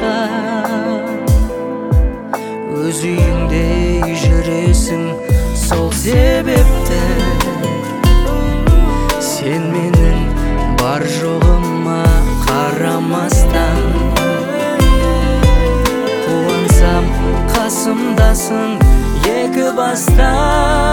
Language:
Kazakh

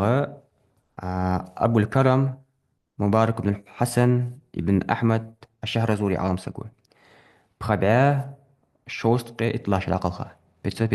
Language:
Ingush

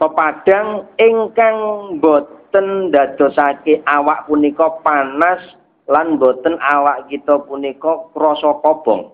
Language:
Javanese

